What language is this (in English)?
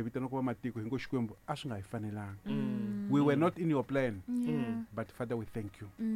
Tsonga